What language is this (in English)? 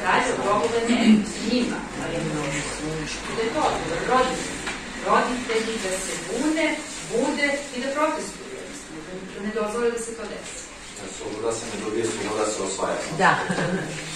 Serbian